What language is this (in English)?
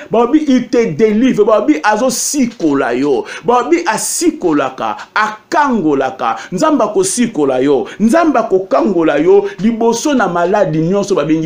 Lingala